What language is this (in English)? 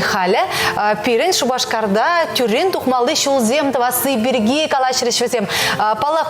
Chuvash